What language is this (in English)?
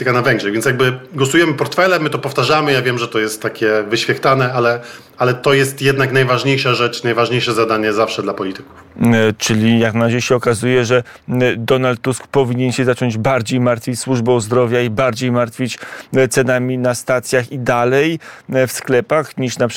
Polish